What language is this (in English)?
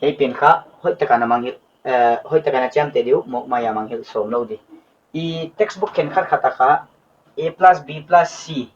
Paite Chin